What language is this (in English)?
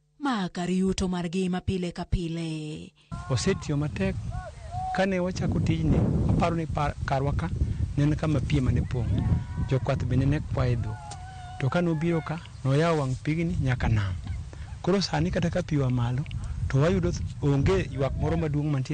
Luo (Kenya and Tanzania)